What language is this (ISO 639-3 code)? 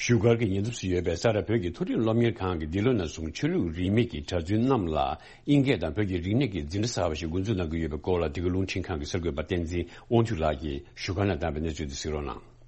bod